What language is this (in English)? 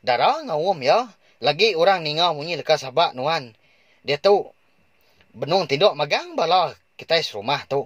Iban